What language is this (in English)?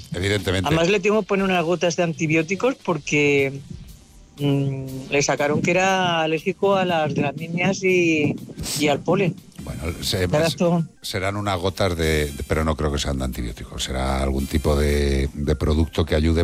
Spanish